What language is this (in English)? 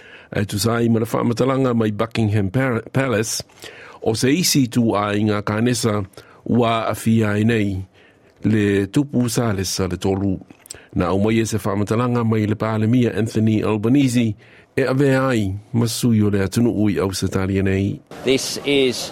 Samoan